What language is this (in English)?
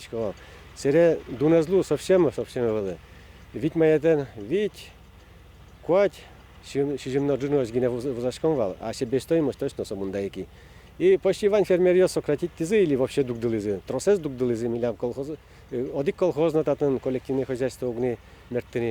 Udmurt